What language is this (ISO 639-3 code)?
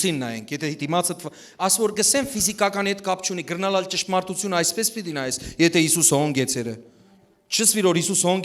hyw